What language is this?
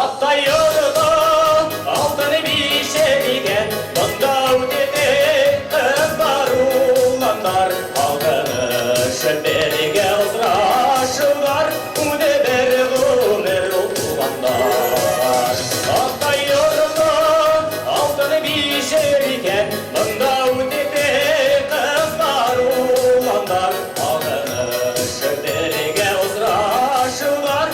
Bashkir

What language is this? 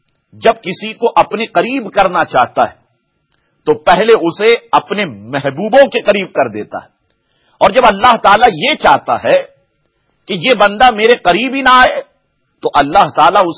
Urdu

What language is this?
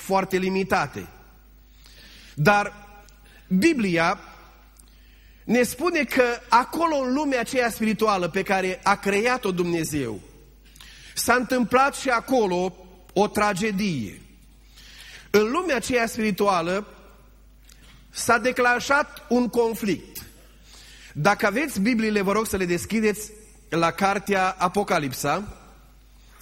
Romanian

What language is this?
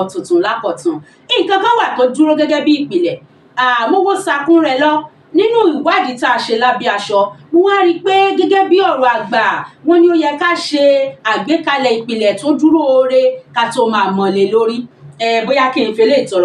Yoruba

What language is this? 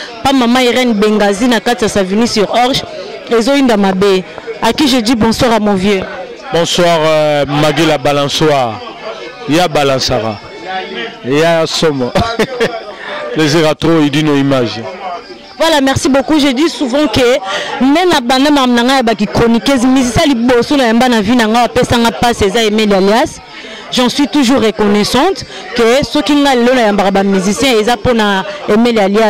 Lingala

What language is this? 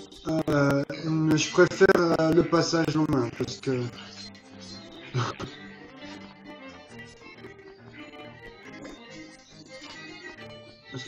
French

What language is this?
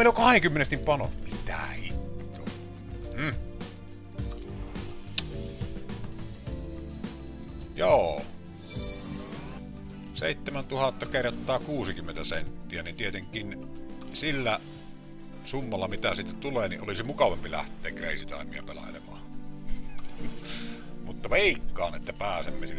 Finnish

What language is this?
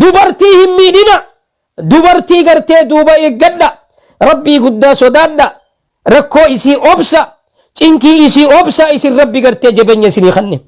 Oromo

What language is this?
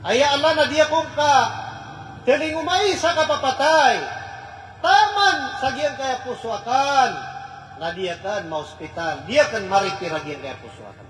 Maranao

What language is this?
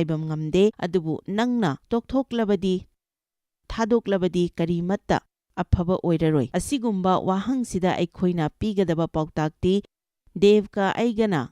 Manipuri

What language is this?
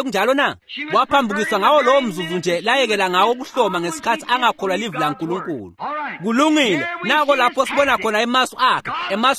Swati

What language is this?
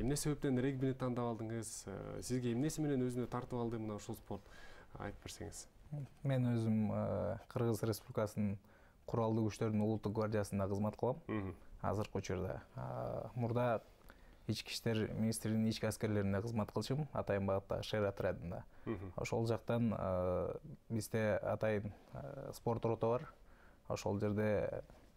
Kyrgyz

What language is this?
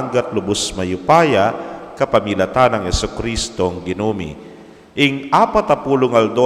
Pampanga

